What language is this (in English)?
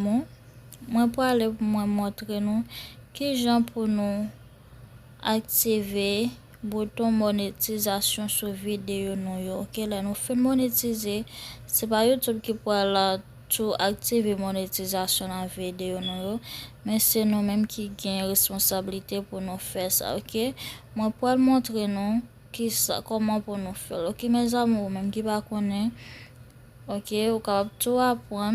Haitian Creole